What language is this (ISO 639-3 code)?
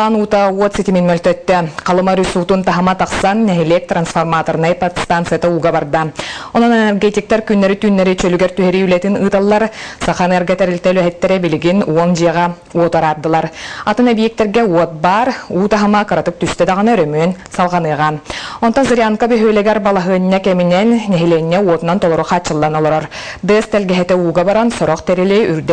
sah